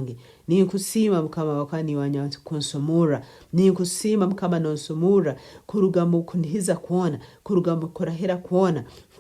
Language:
Nyankole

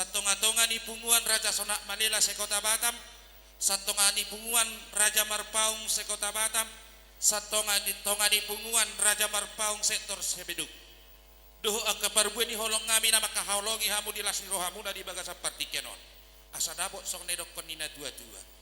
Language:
Batak Toba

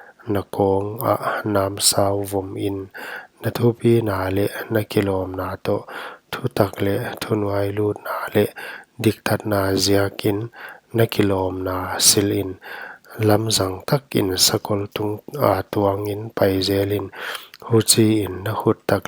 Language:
Paite Chin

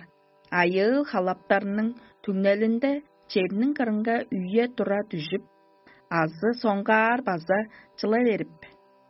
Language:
Tuvinian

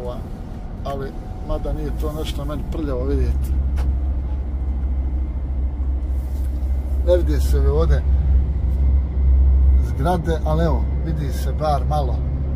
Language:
Bosnian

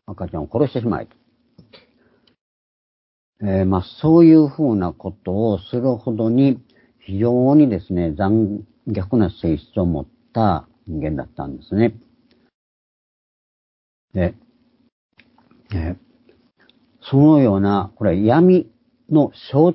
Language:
Japanese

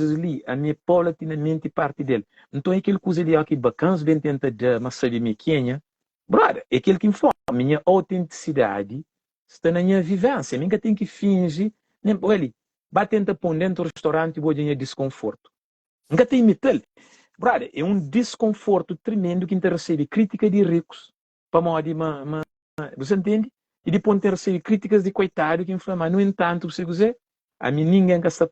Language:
Kabuverdianu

